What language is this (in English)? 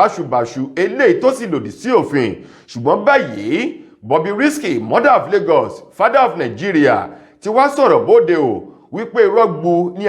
Yoruba